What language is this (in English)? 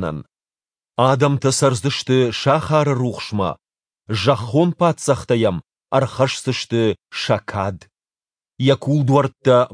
Ossetic